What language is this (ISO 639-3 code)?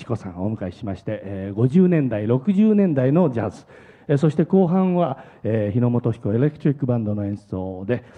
jpn